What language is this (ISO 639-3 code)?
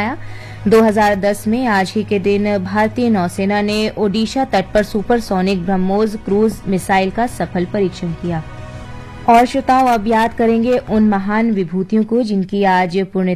hin